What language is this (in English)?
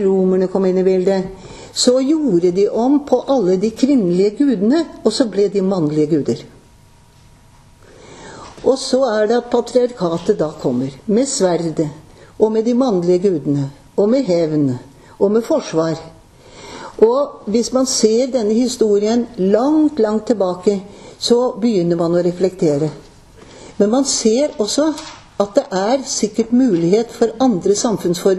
Norwegian